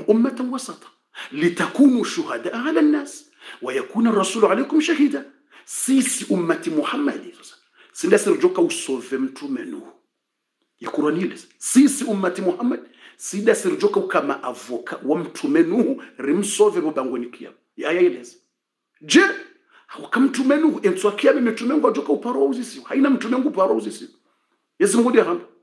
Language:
Swahili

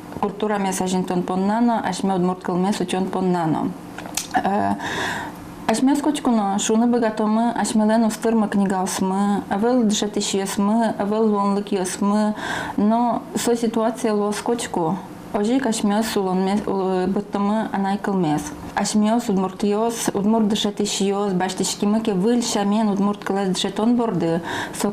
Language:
Udmurt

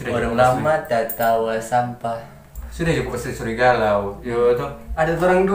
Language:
Manado Malay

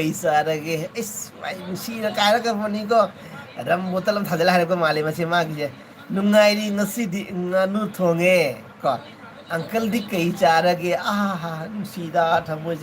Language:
Manipuri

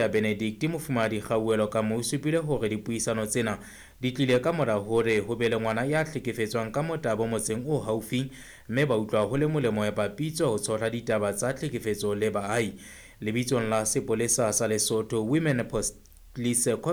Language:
Southern Sotho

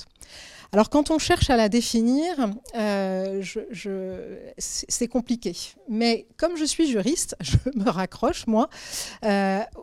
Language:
French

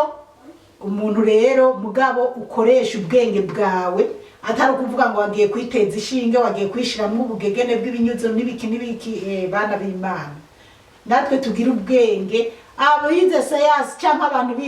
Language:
Rundi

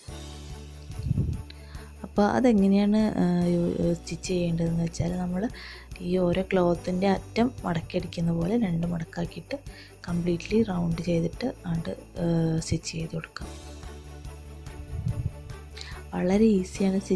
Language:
Malayalam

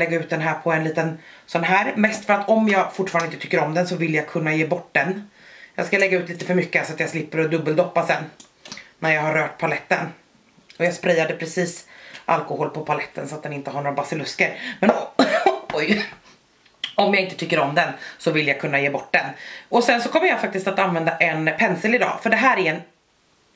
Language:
Swedish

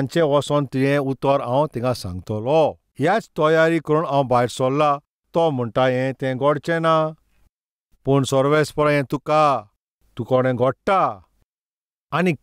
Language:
Konkani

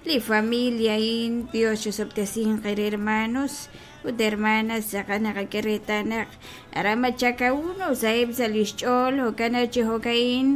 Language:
Kekchí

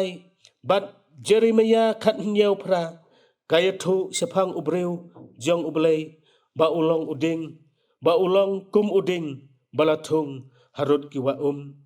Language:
Khasi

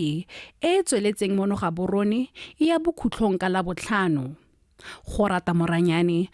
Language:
Tswana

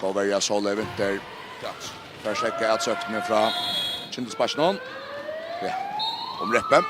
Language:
Faroese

